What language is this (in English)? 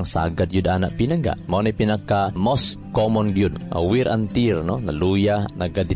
Cebuano